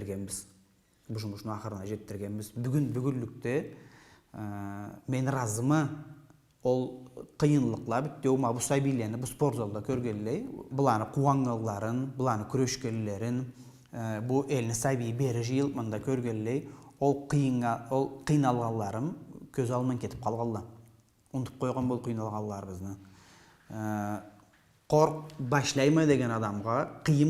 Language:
Karachay-Balkar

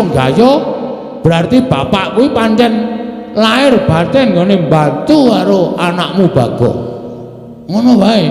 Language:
Javanese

